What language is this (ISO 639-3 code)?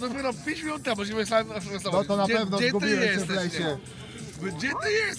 pol